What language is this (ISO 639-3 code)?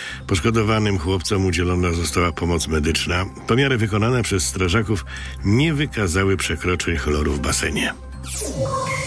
pol